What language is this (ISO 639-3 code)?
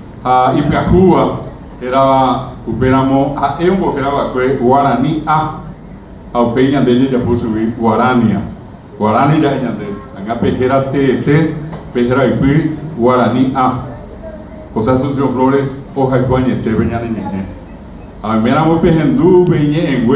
grn